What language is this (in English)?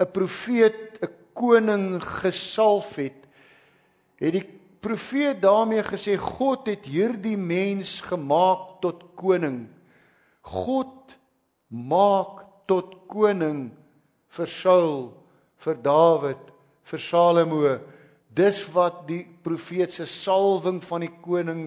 Afrikaans